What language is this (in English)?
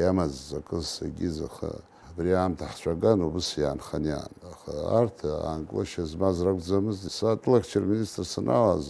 Abkhazian